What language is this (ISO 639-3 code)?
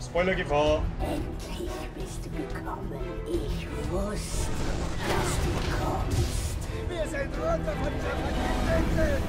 bar